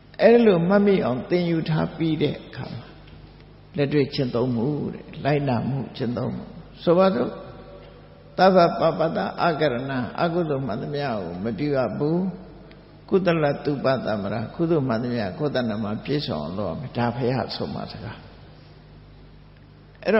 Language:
Burmese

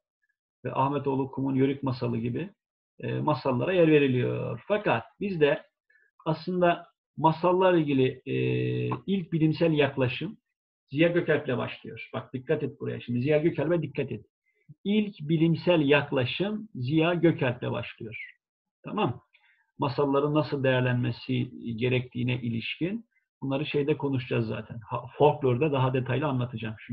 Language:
Turkish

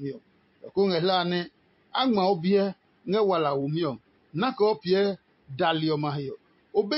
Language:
Adangme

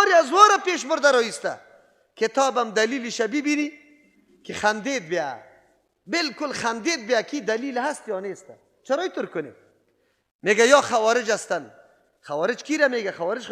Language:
Persian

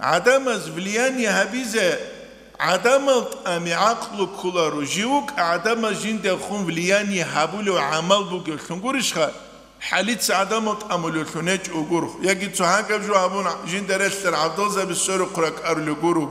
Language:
Avaric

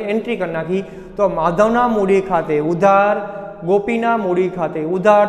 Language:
Gujarati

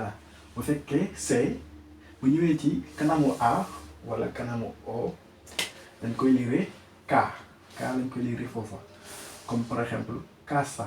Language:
Wolof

